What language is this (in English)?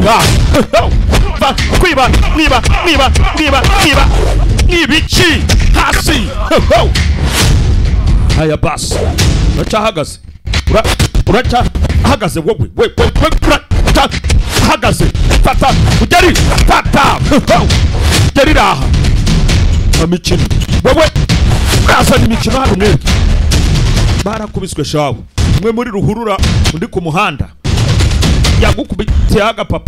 Kinyarwanda